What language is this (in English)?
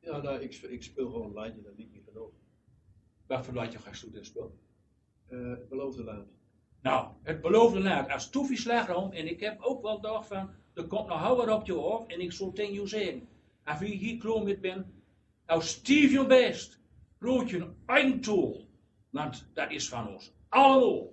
Gronings